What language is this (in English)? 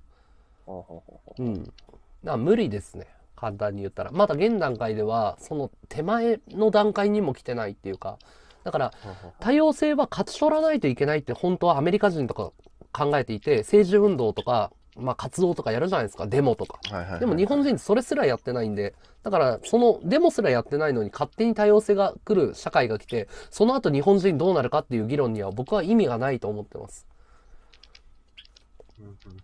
Japanese